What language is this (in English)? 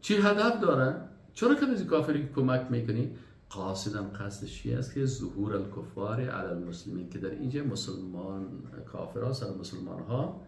Persian